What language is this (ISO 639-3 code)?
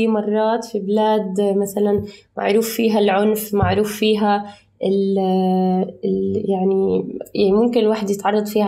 apc